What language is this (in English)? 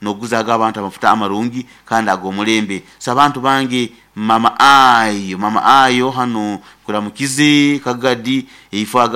Nyoro